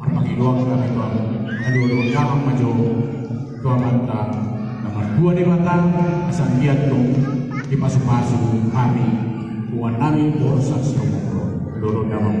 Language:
Batak Toba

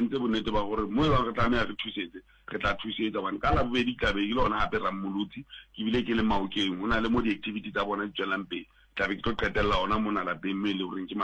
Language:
Southern Sotho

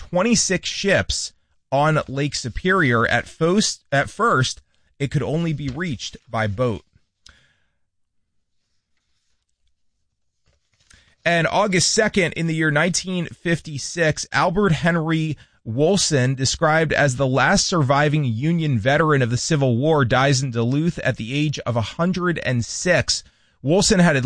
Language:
English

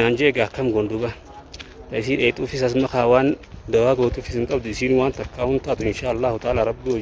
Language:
Oromo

